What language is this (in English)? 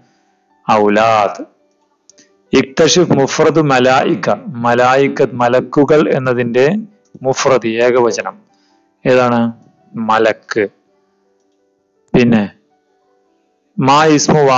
Malayalam